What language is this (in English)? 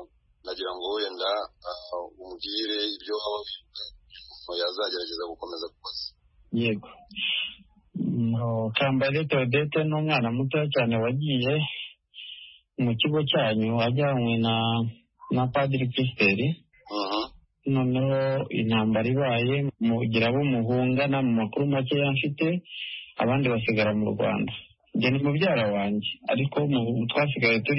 Kinyarwanda